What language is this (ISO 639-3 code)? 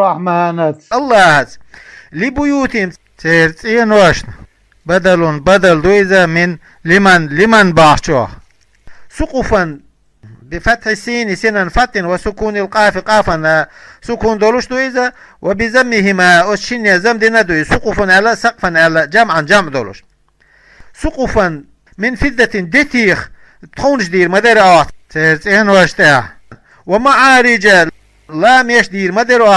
che